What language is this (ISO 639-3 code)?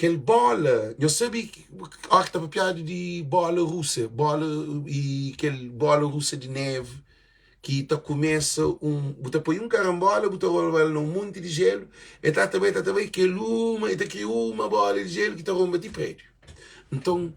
kea